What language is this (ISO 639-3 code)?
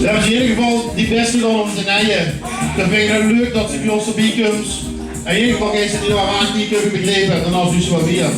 lim